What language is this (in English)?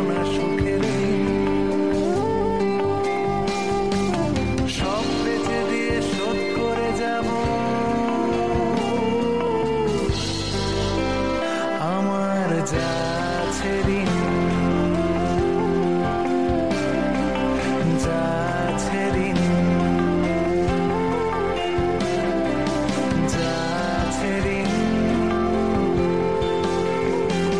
Bangla